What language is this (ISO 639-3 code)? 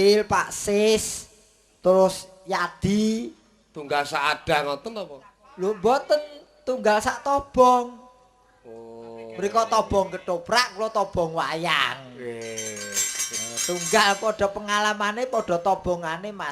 jav